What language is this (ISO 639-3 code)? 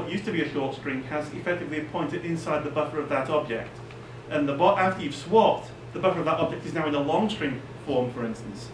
eng